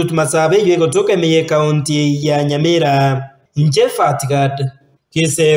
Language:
Gusii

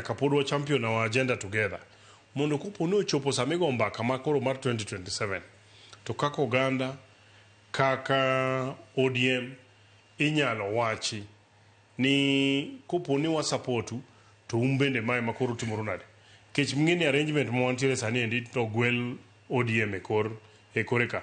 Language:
Luo (Kenya and Tanzania)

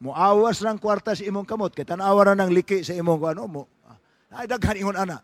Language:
Cebuano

